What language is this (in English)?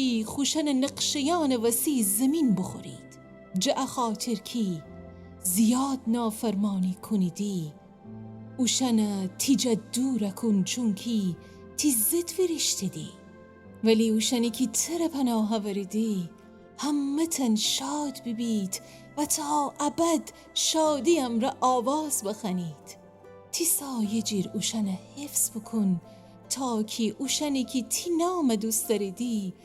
Gilaki